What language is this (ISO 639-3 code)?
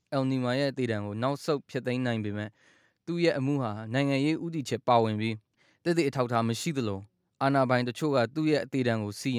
mya